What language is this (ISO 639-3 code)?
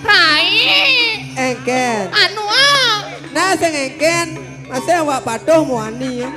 ban